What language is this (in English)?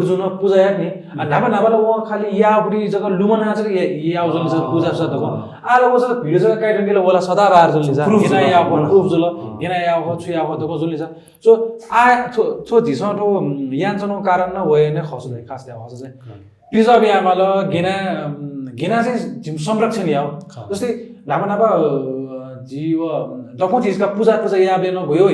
Newari